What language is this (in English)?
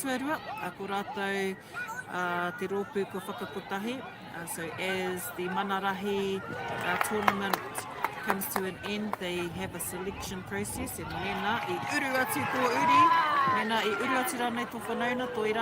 Māori